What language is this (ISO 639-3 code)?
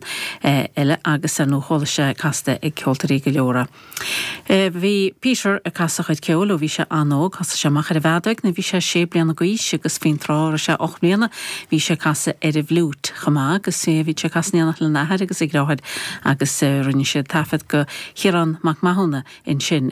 gle